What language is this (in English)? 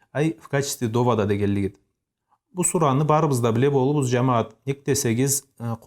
Karachay-Balkar